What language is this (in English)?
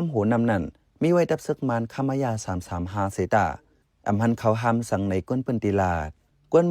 Shan